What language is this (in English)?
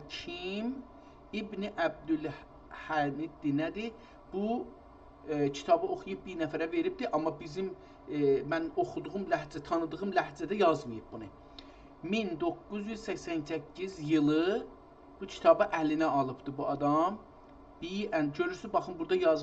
South Azerbaijani